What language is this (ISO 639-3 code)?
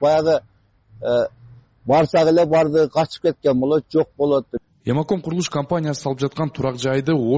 kir